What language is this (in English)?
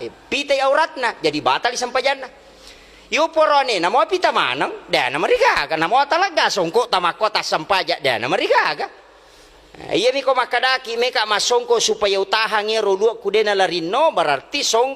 Buginese